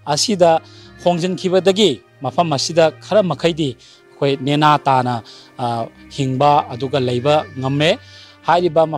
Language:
Manipuri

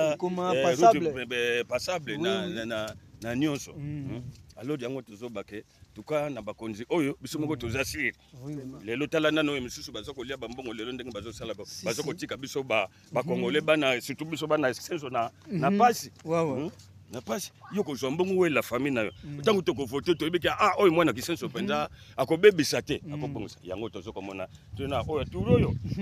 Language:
Lingala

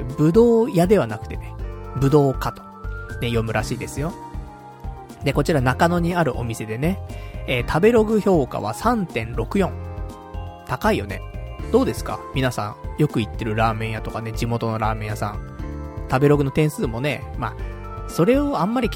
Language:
Japanese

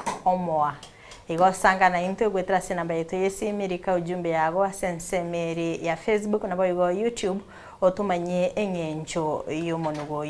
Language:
Gusii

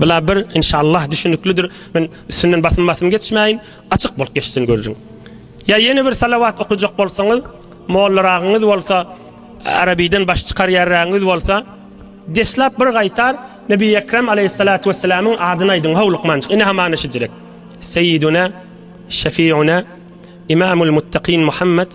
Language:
Turkmen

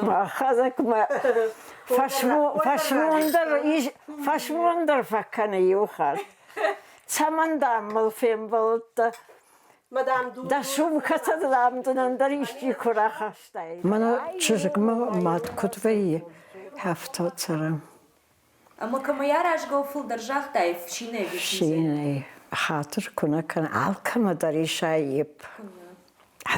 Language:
Ossetic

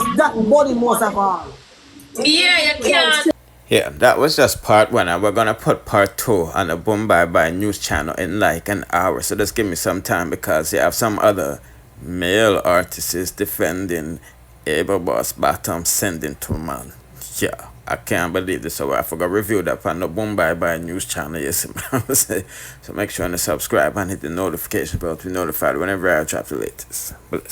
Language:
Jamaican Creole English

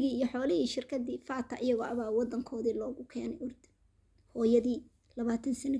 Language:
Somali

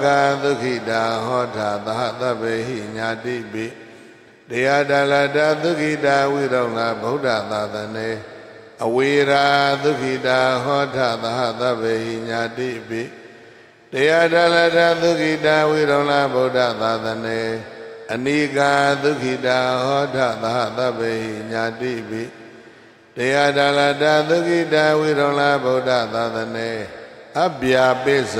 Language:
Burmese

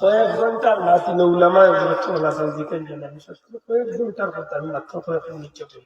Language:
Sylheti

